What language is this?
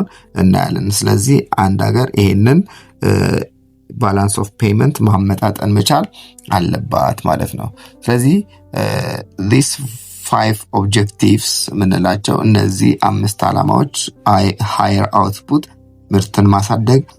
Amharic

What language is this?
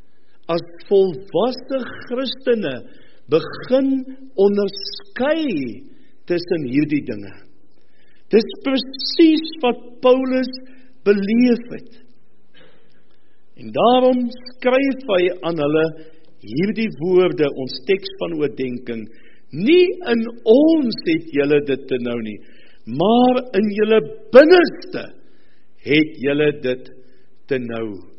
Afrikaans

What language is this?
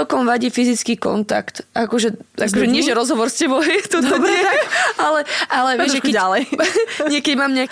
Slovak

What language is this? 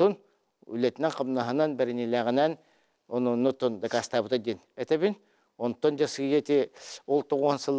Yakut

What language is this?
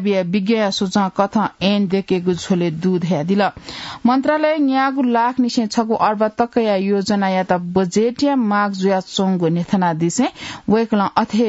Newari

